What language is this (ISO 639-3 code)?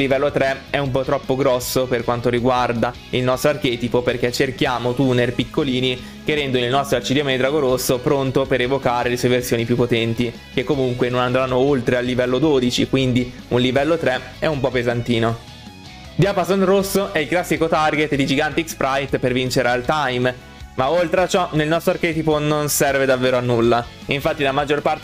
ita